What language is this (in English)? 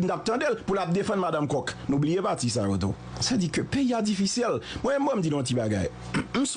Haitian Creole